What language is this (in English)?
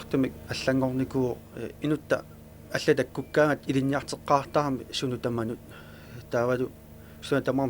Kalaallisut